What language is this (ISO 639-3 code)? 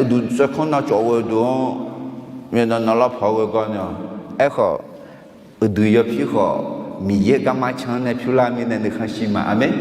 ahk